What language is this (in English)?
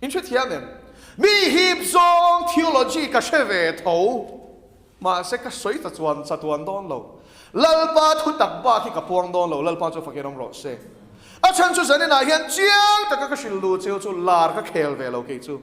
Mizo